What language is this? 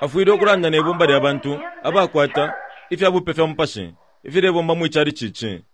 Bemba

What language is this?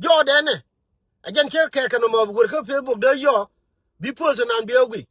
Nuer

